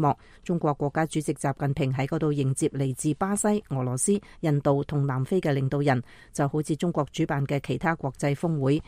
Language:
Cantonese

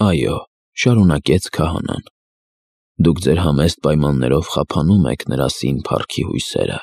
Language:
Armenian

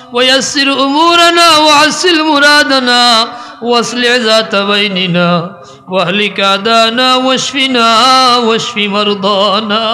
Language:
Sylheti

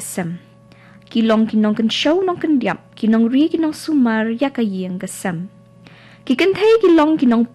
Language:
Khasi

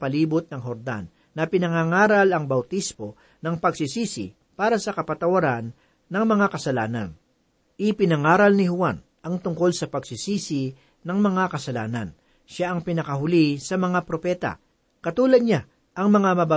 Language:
Filipino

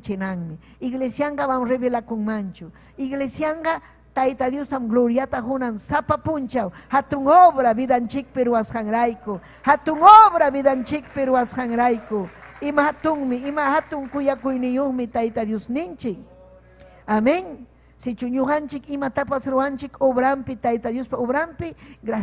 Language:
Ayacucho Quechua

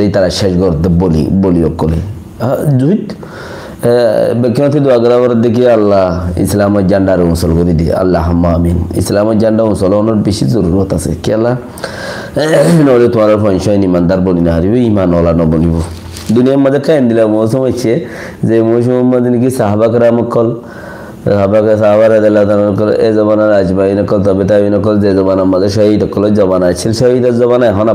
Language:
Rohingya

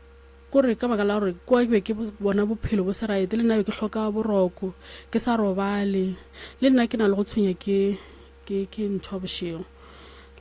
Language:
Northern Sotho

